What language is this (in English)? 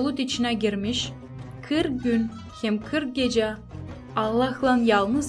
Gagauz